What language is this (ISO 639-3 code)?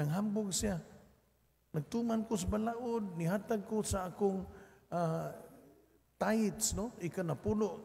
ceb